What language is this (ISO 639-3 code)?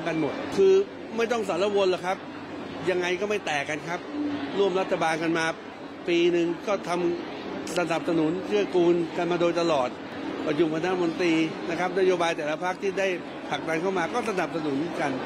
tha